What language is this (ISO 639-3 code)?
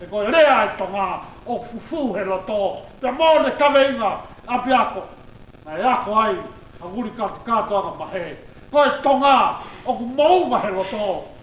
ton